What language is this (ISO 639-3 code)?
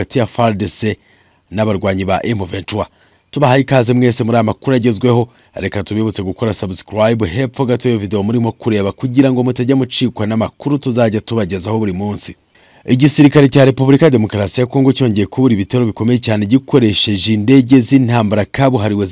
kin